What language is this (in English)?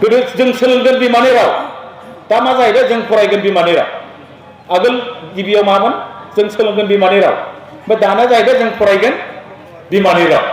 Bodo